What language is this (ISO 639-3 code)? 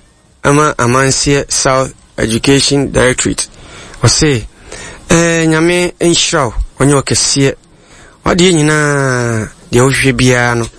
aka